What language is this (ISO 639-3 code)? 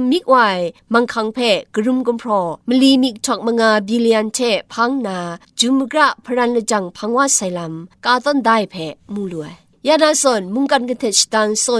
kac